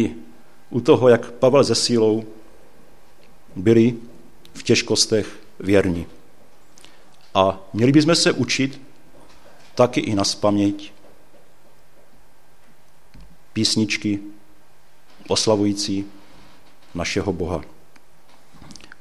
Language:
Czech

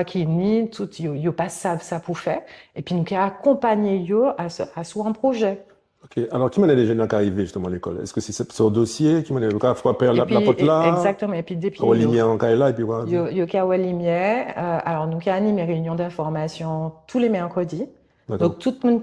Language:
Guadeloupean Creole French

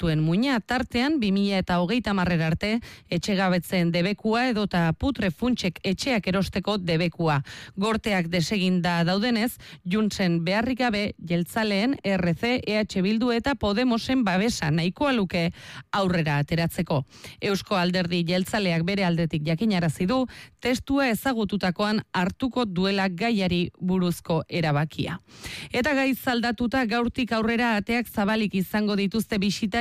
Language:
Basque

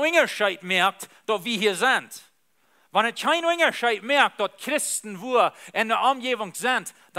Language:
Plautdietsch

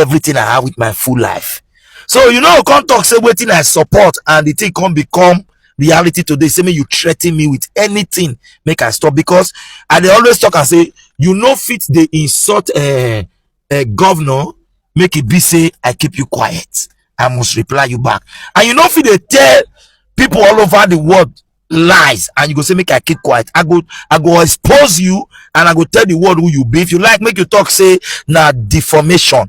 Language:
Nigerian Pidgin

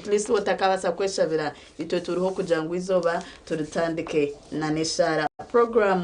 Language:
Nyankole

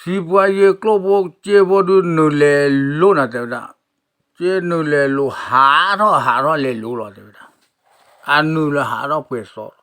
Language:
S'gaw Karen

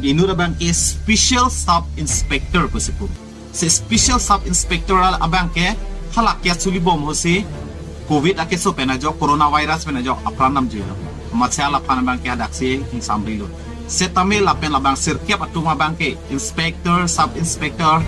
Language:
Karbi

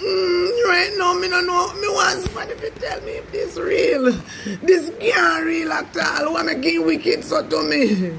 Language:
Jamaican Creole English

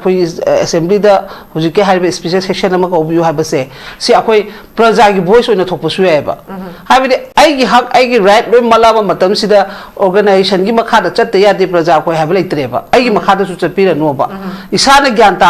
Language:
Manipuri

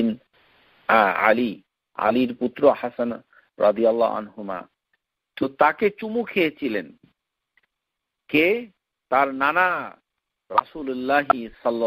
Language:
Bangla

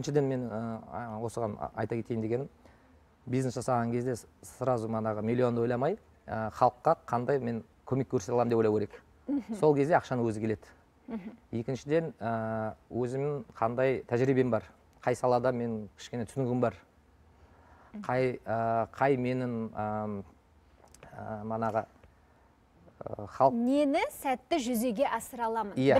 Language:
Kazakh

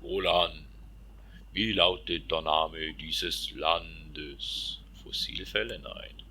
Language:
Swiss German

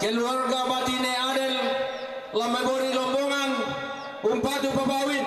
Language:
Toraja-Sa'dan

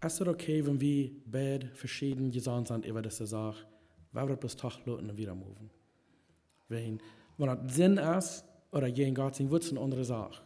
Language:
Plautdietsch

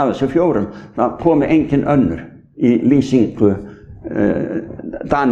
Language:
Icelandic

